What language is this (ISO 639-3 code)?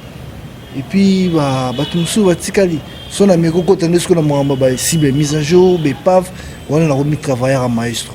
lin